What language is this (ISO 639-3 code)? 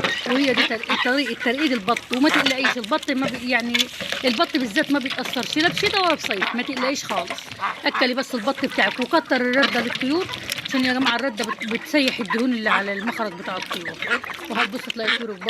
arz